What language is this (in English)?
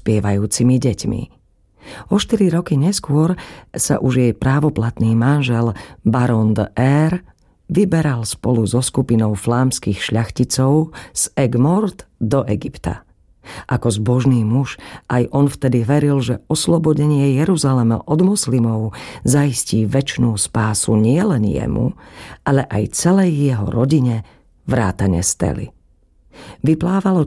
Slovak